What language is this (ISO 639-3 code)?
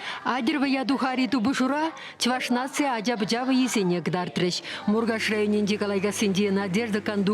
chv